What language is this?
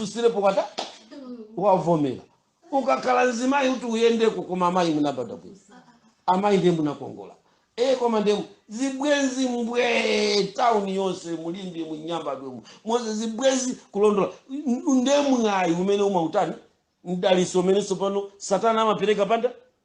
Nyanja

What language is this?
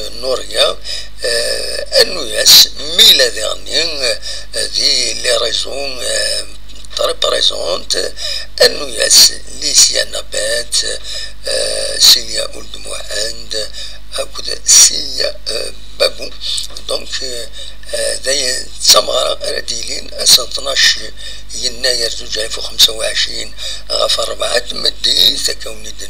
Kabyle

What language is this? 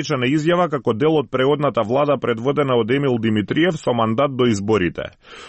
Macedonian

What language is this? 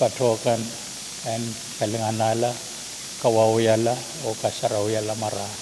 Pohnpeian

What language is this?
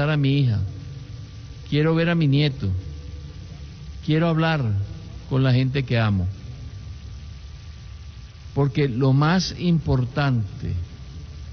Spanish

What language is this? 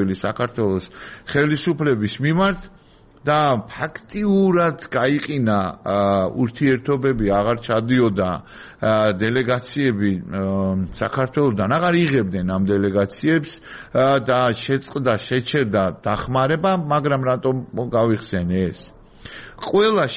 Georgian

